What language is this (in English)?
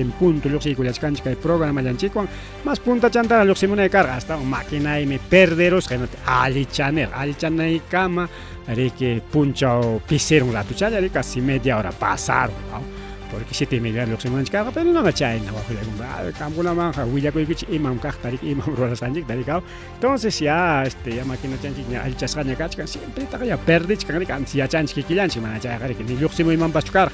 Ayacucho Quechua